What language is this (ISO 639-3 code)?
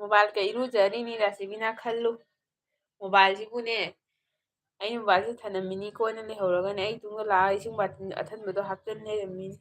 mni